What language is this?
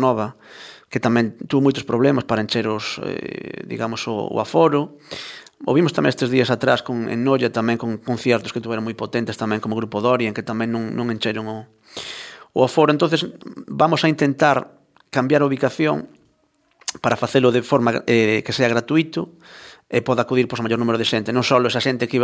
Galician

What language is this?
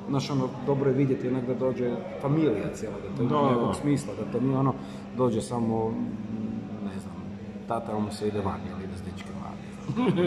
Croatian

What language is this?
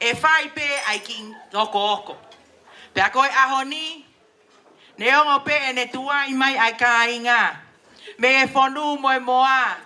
Tongan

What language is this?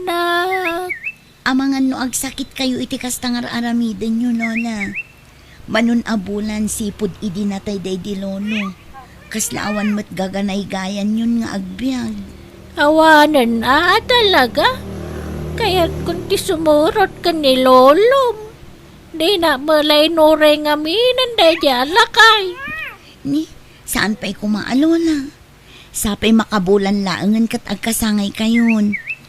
Iloko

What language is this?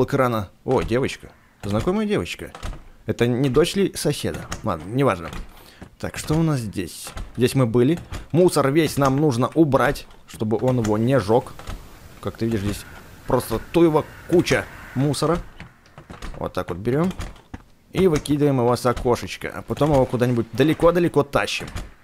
Russian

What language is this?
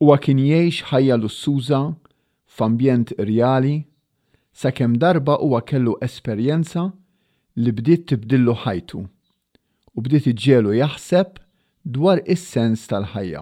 Maltese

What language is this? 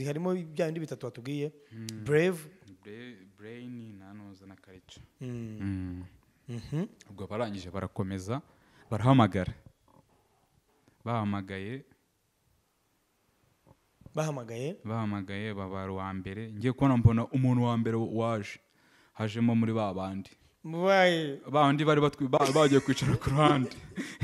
Kinyarwanda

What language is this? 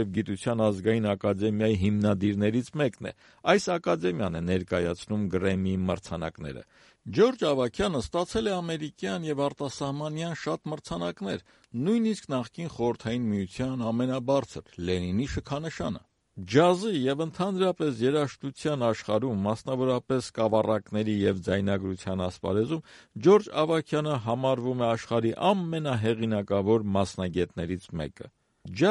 Armenian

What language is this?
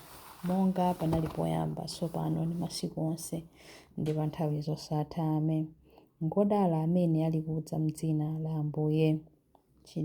Nyanja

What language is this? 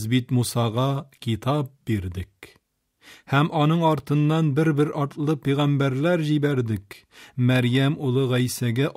Tatar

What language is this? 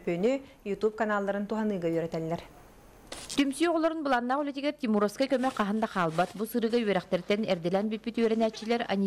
Yakut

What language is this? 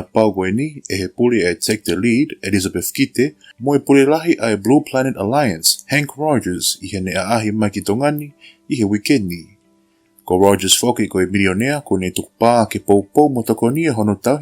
Tongan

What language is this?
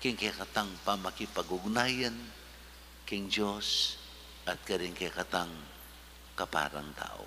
Pampanga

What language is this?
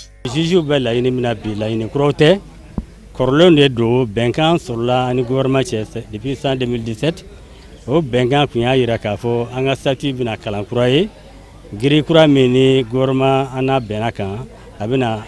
Bambara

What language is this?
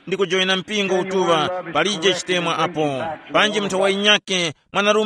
Tumbuka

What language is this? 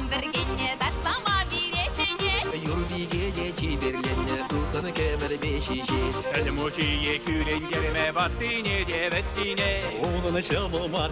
Chuvash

